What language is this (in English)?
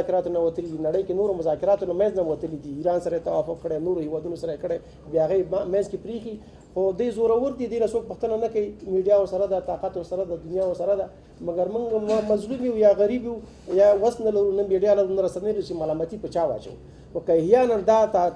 Pashto